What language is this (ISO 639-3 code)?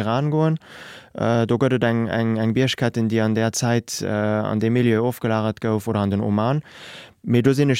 ltz